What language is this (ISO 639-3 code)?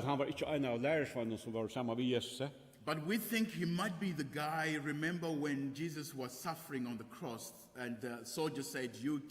fao